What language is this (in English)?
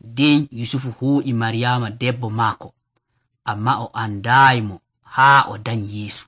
Nigerian Fulfulde